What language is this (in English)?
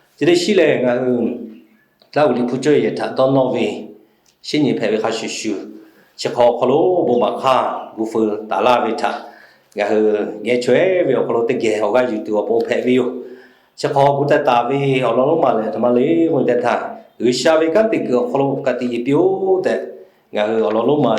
Lahu